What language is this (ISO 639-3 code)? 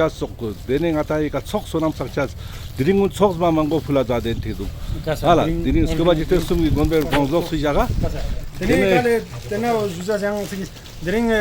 lbj